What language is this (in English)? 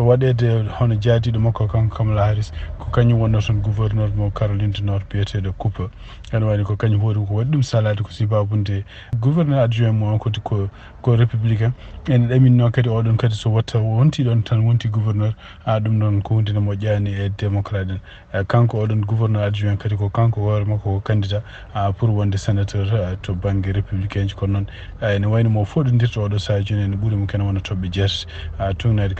Fula